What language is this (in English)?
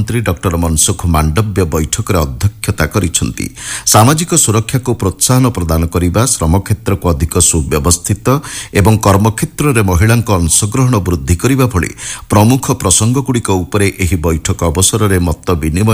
Odia